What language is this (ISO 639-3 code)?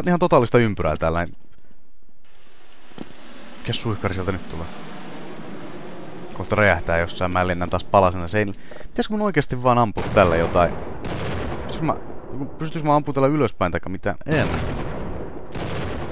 fin